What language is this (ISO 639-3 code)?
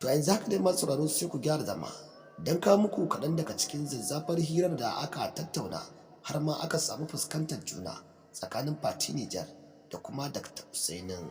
hau